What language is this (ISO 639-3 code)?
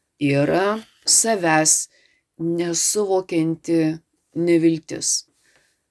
lit